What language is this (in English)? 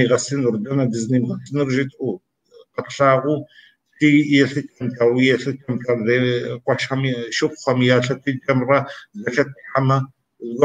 Kabardian